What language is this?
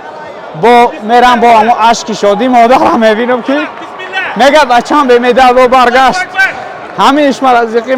Tajik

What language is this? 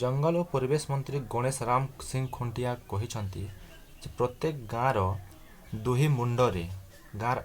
Odia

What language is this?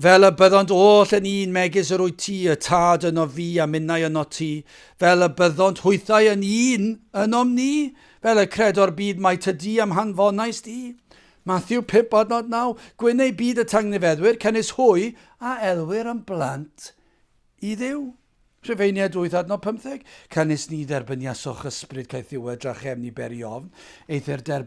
Welsh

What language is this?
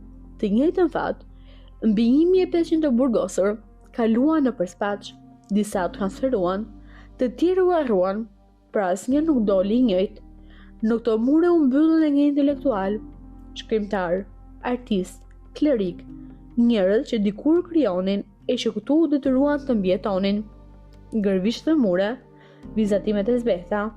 Albanian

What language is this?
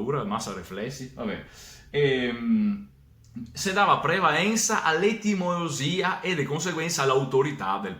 Venetian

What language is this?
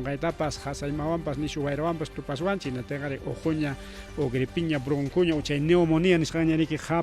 Ayacucho Quechua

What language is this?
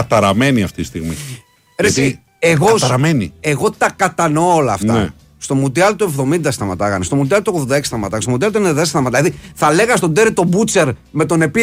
Greek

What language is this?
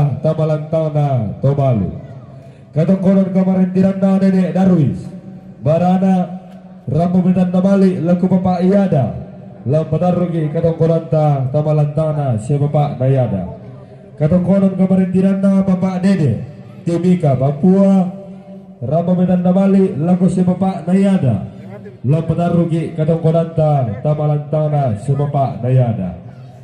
Toraja-Sa'dan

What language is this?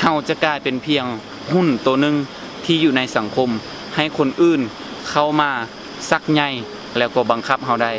Lao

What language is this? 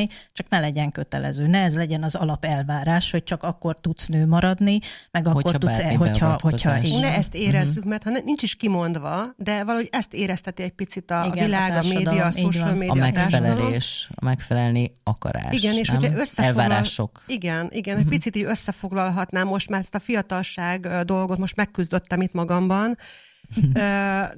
Hungarian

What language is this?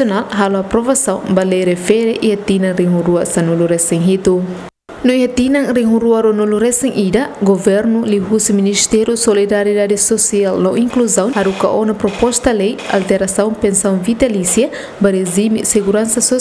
Tetum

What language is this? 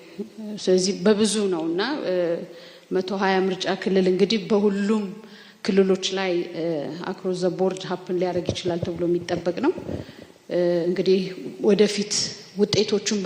Amharic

